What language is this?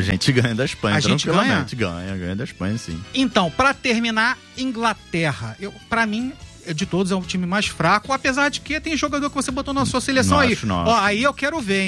Portuguese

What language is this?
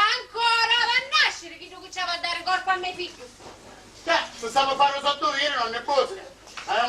Sicilian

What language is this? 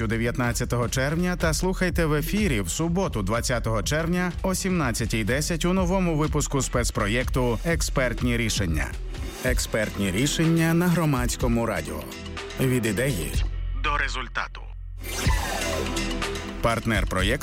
Ukrainian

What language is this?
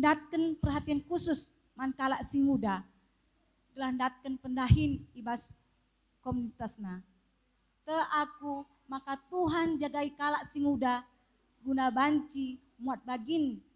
Batak Karo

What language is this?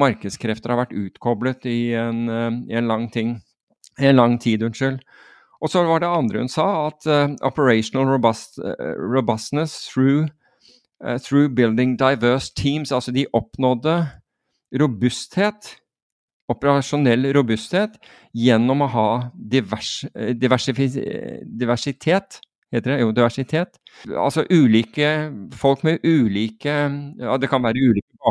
Norwegian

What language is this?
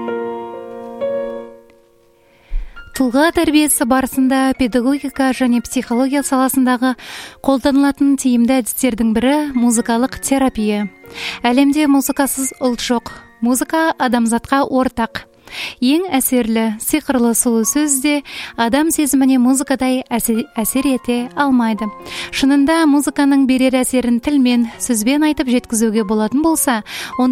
Kazakh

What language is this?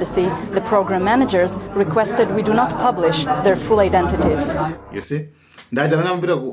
Nyanja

